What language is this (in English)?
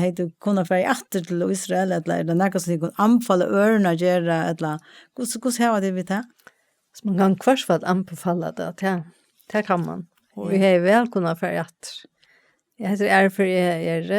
Faroese